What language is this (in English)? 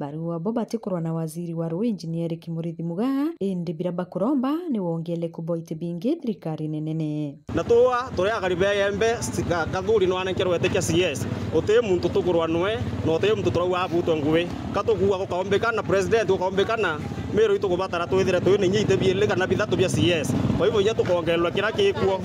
Meru